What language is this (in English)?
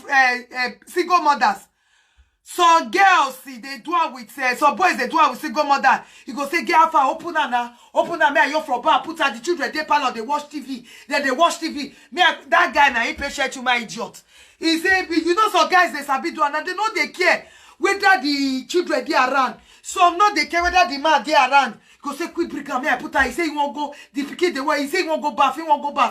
Nigerian Pidgin